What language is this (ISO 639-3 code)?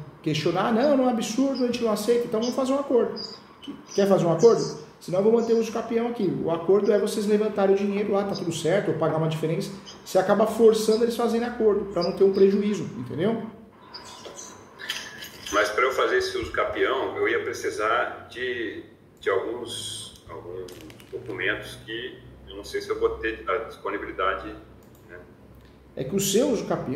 por